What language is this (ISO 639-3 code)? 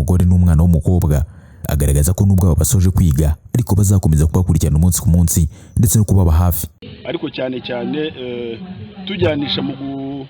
kin